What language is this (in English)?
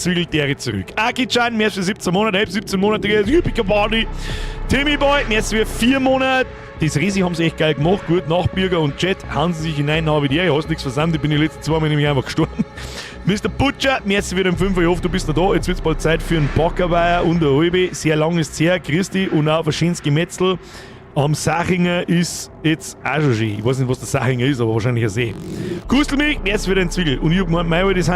Bavarian